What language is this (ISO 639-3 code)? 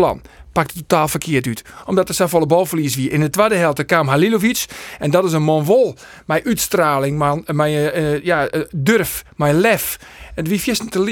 fry